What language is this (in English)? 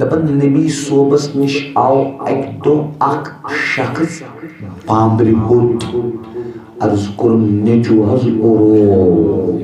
Kashmiri